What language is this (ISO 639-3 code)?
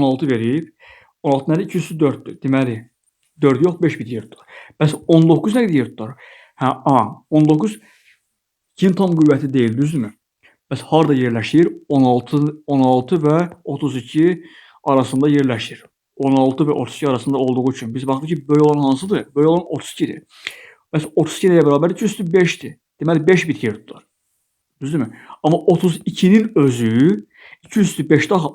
aze